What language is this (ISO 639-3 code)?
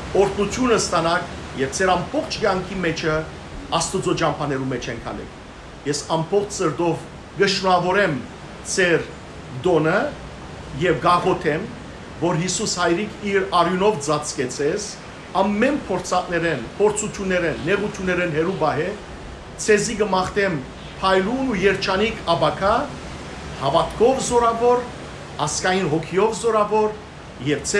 hyw